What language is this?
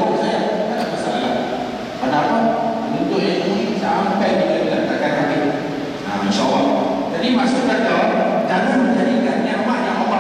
Malay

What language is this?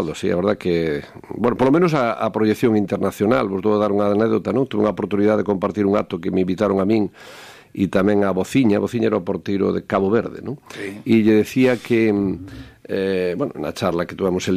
Galician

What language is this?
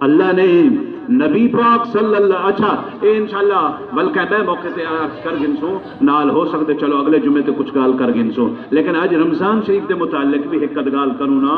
Saraiki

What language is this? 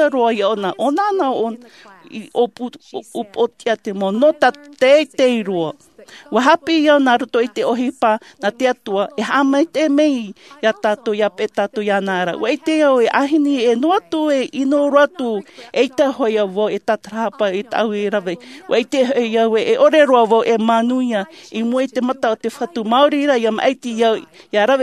Tahitian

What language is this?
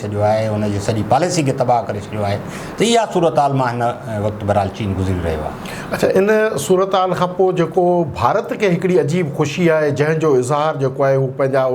Sindhi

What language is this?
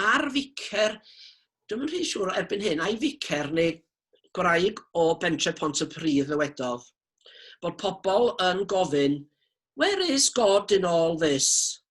Welsh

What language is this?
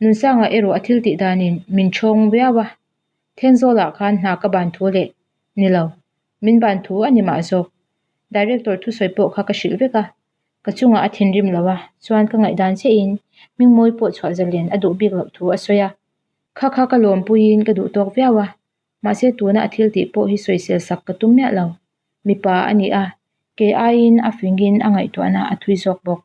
Mizo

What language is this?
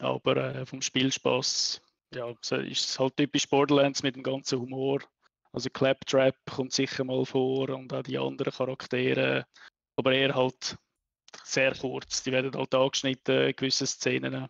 Swiss German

